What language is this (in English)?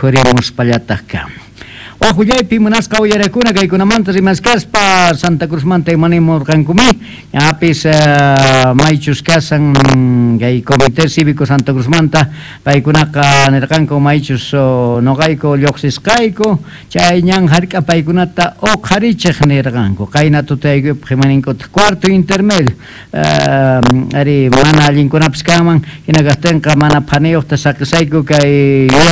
South Bolivian Quechua